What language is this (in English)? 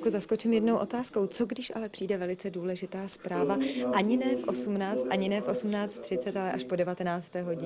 Czech